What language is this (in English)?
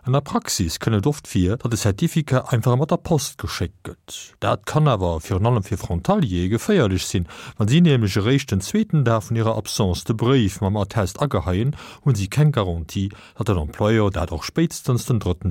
Luxembourgish